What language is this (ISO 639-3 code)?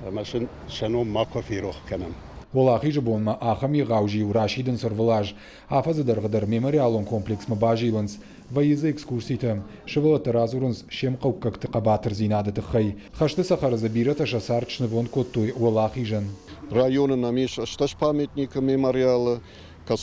oss